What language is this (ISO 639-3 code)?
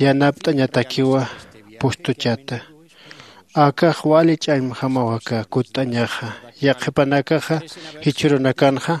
aym